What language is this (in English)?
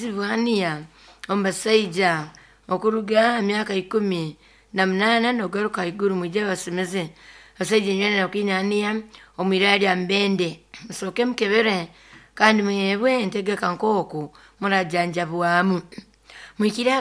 Nyoro